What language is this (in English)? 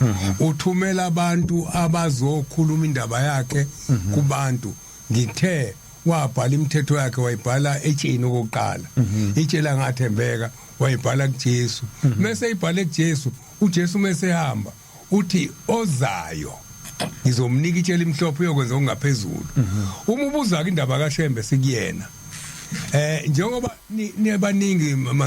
Zulu